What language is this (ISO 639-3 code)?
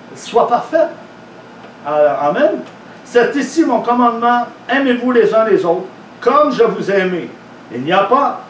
fra